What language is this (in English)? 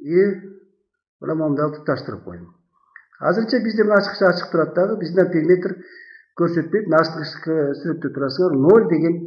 Kyrgyz